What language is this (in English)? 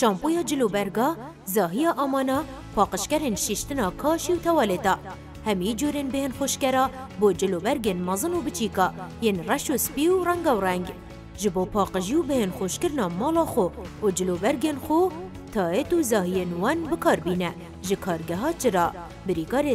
Kurdish